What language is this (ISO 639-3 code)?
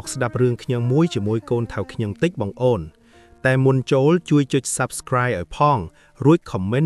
khm